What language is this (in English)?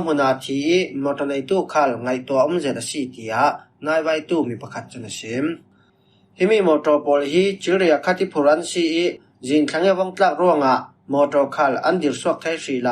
Falam Chin